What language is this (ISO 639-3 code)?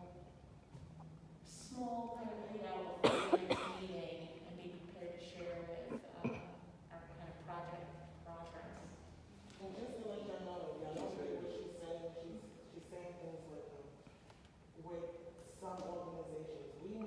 eng